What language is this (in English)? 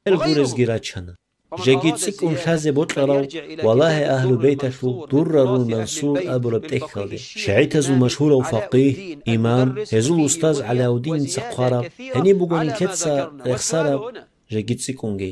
Avaric